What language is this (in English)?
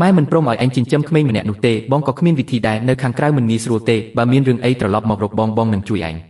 Khmer